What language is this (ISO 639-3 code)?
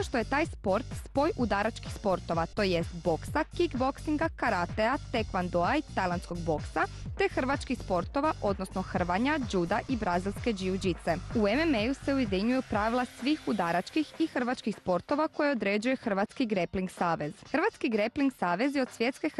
hrv